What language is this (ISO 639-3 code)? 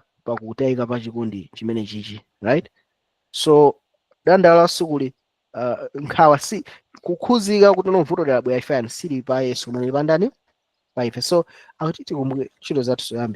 nya